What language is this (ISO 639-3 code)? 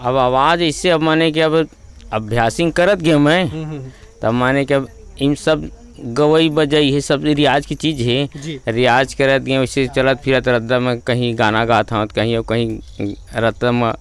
hne